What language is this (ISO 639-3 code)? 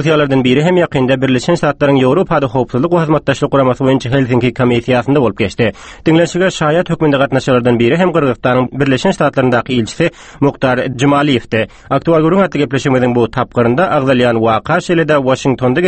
tuk